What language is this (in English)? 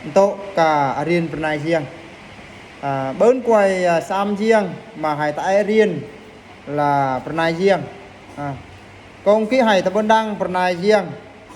Eastern Bru